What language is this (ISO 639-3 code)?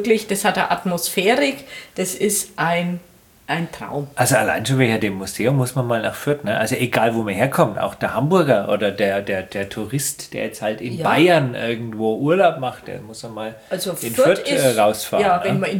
deu